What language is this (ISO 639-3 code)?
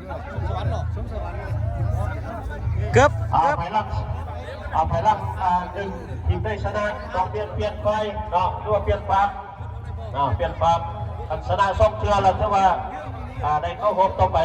lao